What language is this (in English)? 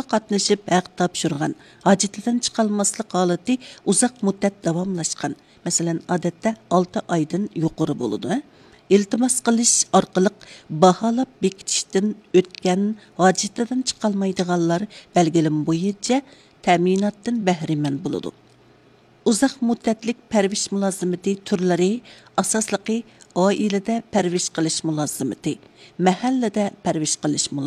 Uyghur